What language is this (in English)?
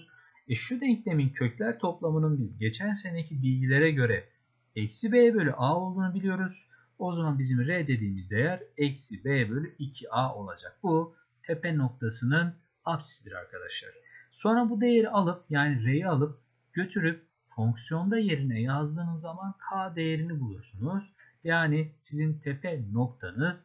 Turkish